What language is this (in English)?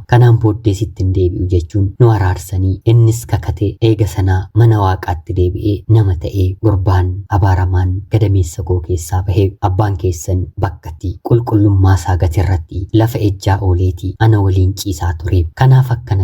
Oromo